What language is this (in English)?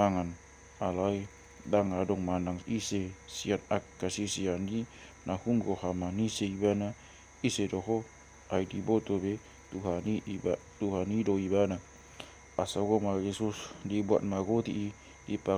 Batak Toba